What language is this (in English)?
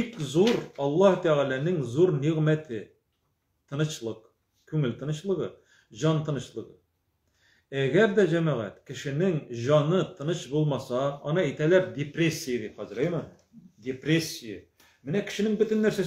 Tatar